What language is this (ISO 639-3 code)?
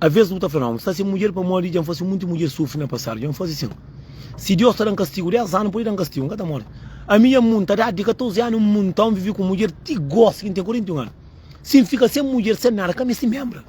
kea